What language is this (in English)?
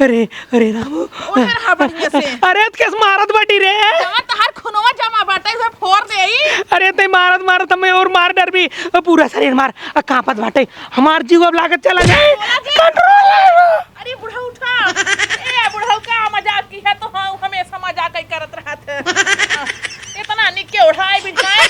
Awadhi